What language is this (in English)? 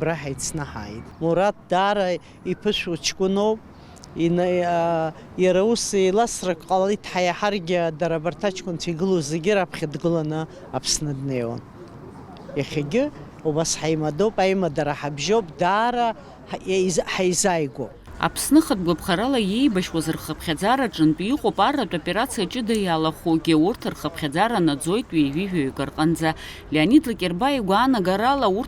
Abkhazian